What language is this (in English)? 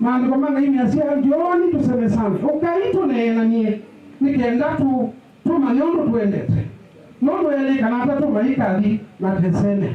Kamba